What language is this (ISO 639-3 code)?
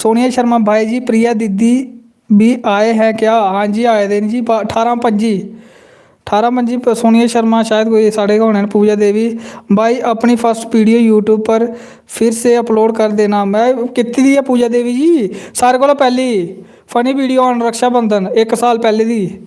doi